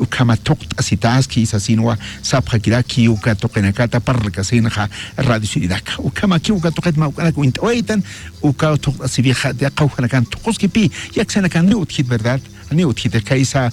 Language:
Aymara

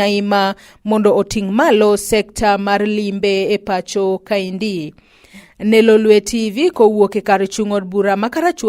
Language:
Luo (Kenya and Tanzania)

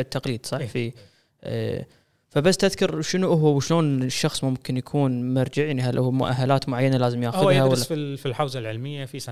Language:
Gulf Arabic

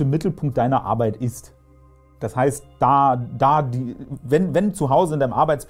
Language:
German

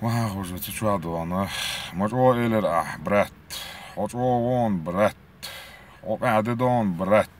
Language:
Chechen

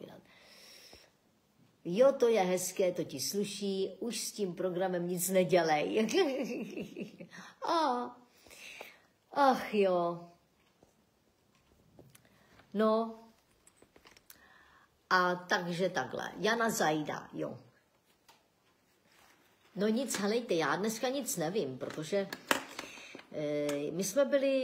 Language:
Czech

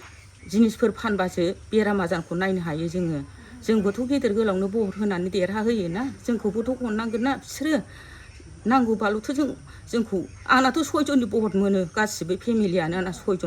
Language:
Bodo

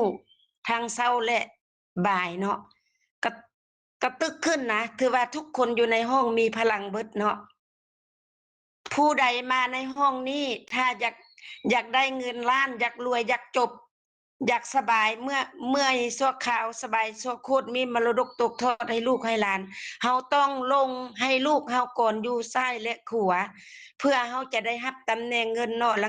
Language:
Lao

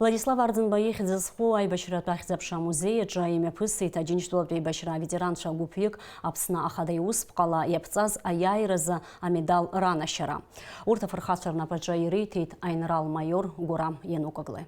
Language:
Abkhazian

